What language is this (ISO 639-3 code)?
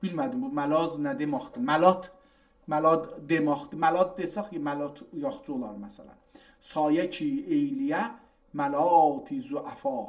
azb